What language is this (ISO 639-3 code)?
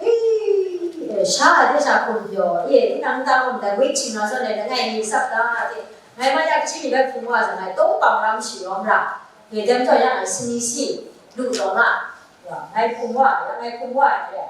kac